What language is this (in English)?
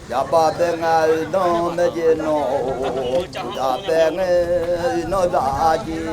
Akha